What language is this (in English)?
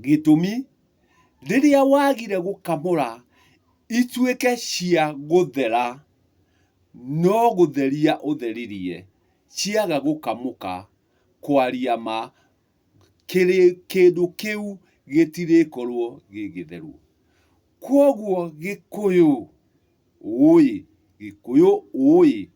Kikuyu